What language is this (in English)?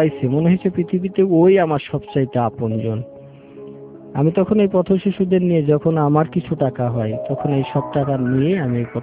Bangla